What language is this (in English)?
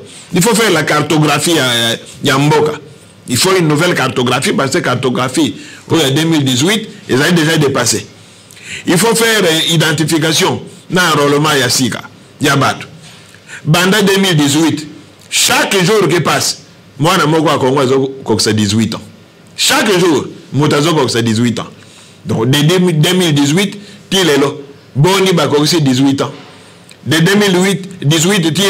Lingala